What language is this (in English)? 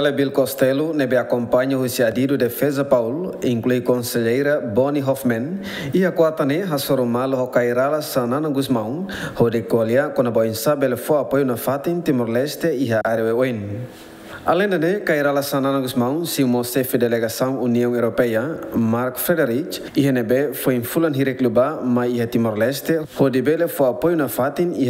Tetum